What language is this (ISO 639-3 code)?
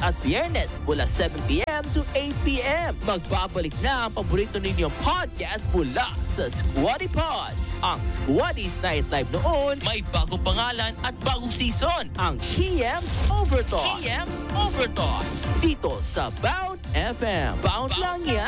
fil